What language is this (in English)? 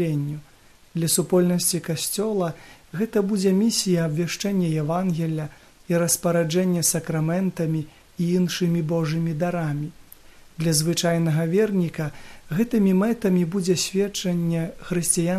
Belarusian